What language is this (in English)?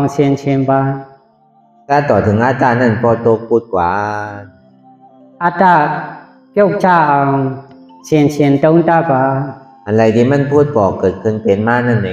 Shan